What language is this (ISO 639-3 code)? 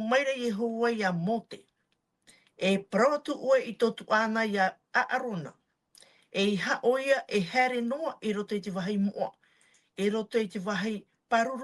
tah